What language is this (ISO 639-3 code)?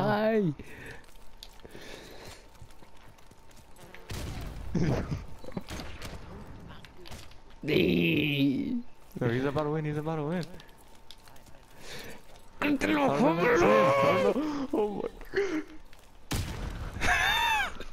eng